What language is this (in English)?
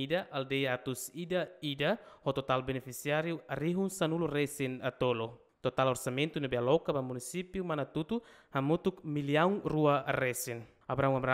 Tetum